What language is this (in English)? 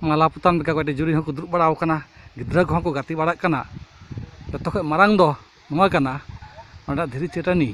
Santali